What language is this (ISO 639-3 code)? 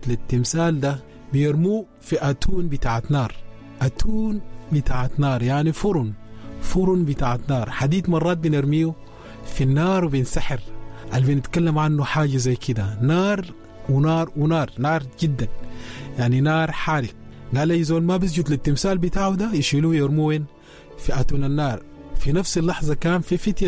apd